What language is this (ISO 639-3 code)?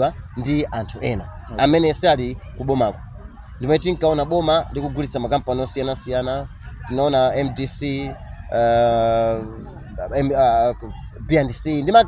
nya